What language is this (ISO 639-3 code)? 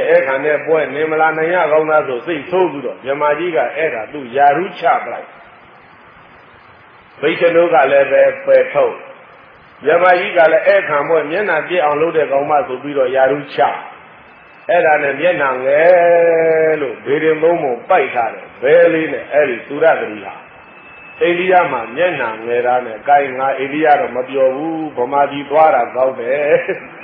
mya